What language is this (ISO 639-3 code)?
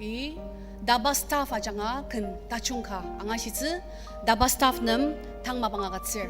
njo